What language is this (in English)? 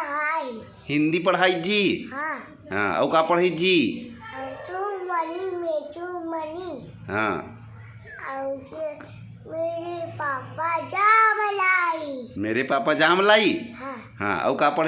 Chhattisgarhi